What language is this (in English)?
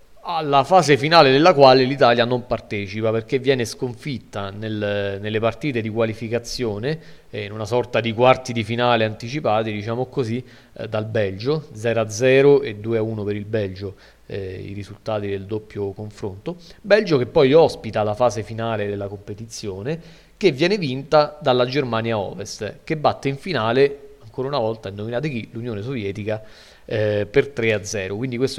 Italian